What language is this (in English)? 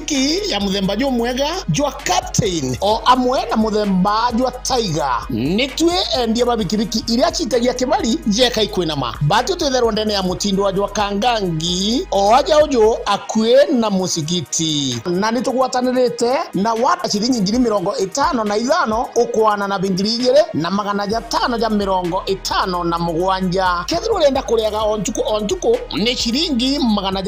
Meru